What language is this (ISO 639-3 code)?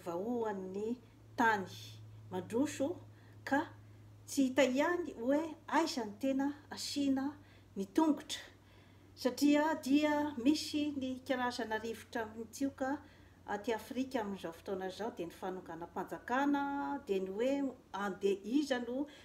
mlg